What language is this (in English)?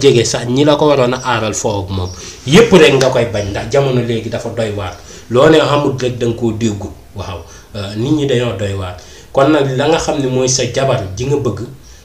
Wolof